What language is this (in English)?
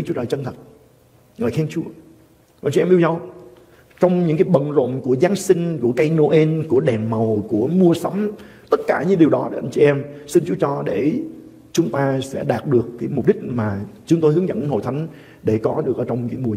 Vietnamese